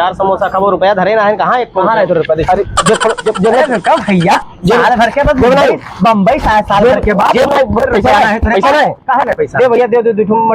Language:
Awadhi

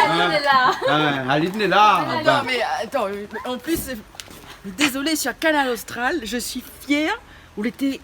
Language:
Réunion Creole French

